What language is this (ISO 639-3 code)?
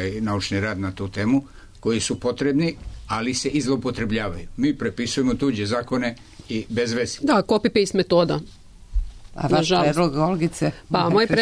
srp